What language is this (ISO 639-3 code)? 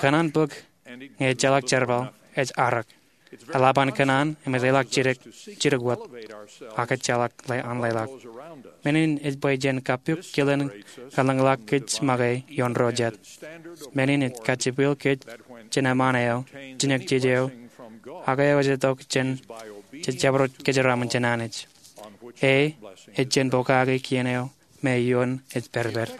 mah